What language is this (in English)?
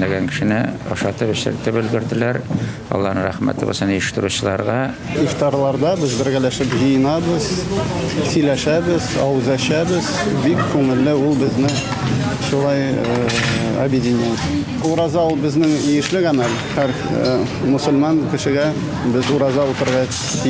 Tatar